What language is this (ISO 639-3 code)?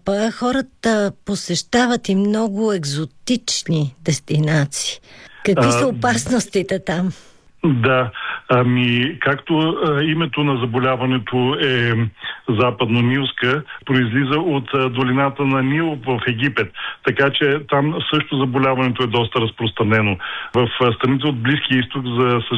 bul